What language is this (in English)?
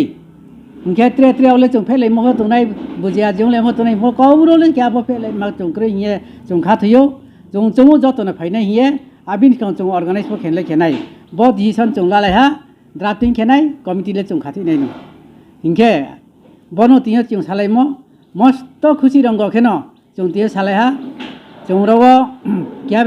Riang (India)